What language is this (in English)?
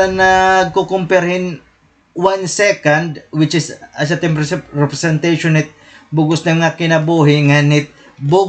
Waray